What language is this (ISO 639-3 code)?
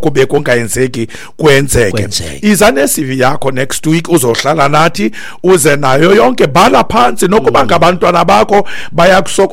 xho